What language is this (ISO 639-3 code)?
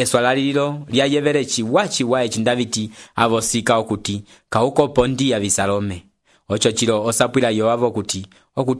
umb